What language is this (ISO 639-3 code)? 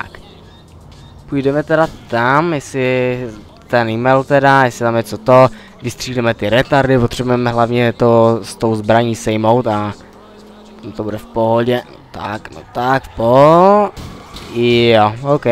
ces